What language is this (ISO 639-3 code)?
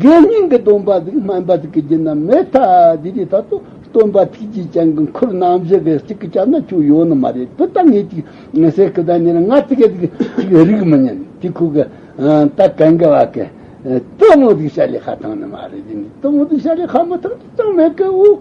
bod